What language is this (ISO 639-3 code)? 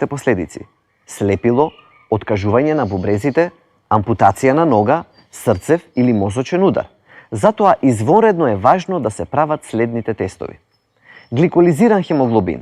mkd